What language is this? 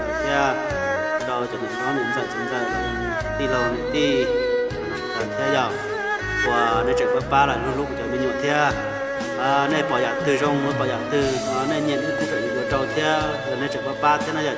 Hmong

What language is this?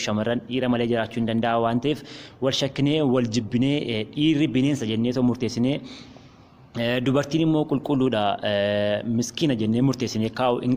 Oromo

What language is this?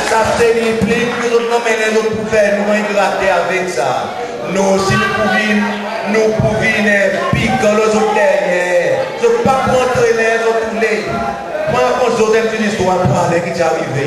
Seselwa Creole French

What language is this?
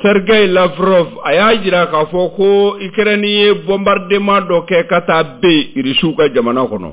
Bambara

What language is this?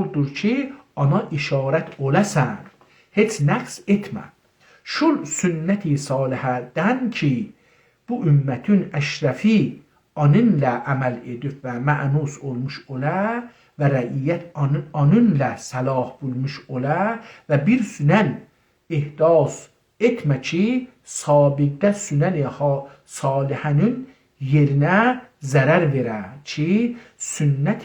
South Azerbaijani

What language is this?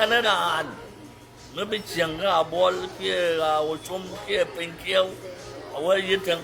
Nuer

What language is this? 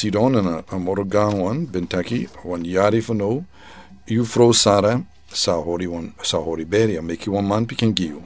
Sranan Tongo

